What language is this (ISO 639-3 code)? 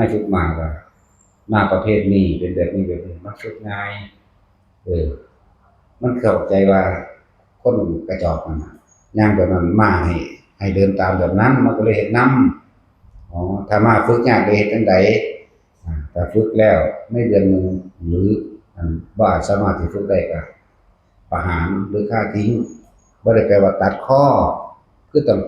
tts